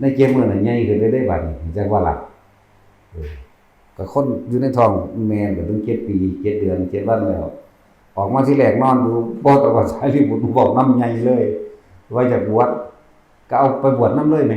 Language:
Northeastern Thai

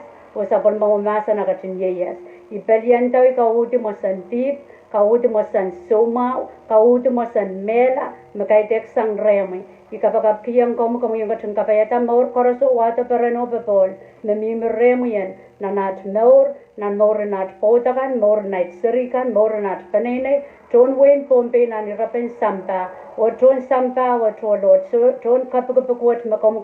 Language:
Pohnpeian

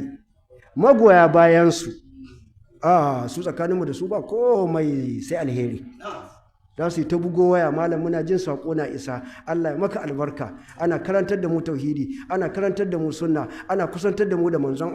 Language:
Hausa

